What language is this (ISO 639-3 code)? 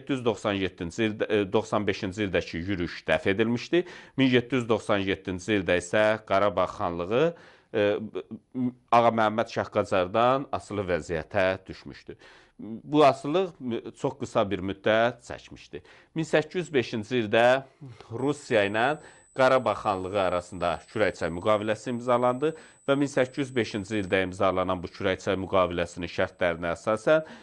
aze